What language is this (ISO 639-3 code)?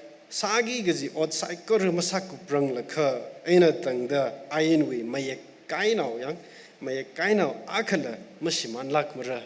nmf